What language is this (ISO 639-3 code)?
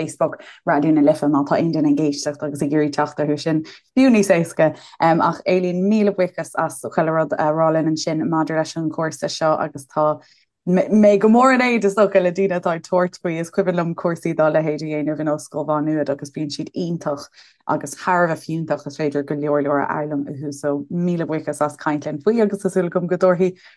gle